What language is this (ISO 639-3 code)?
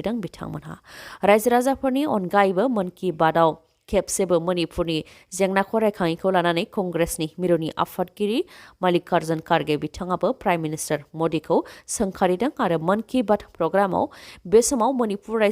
brx